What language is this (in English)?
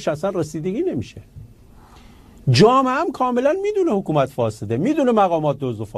Persian